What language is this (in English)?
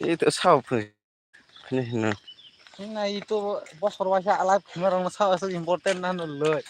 Kok Borok